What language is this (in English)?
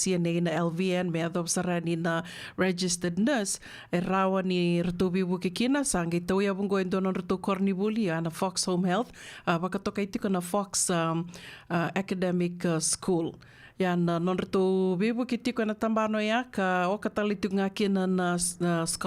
Fijian